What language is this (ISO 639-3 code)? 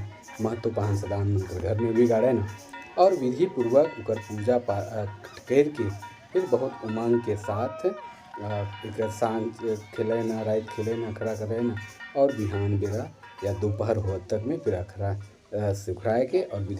sck